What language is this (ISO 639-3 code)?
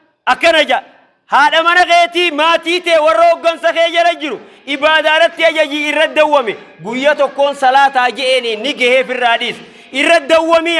orm